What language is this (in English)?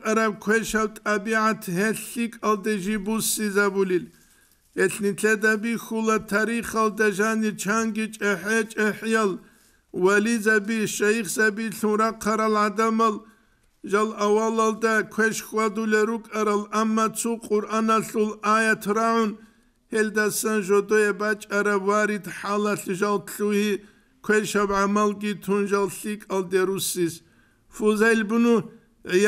Avaric